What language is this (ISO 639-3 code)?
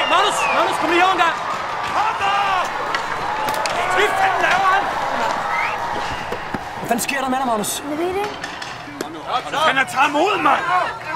dan